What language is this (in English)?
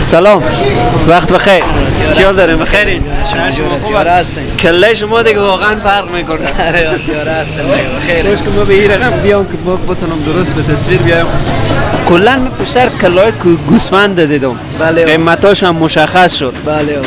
Persian